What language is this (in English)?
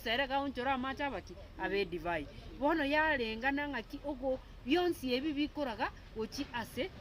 Gusii